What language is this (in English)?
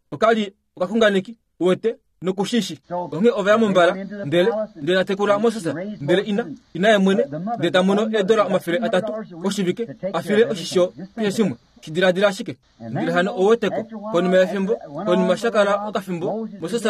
Kuanyama